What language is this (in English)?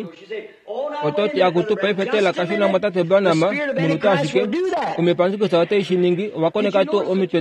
Kuanyama